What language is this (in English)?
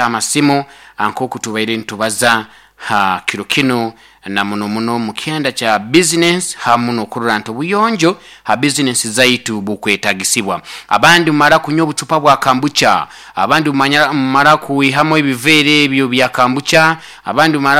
Nyoro